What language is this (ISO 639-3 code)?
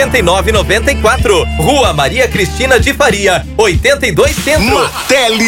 por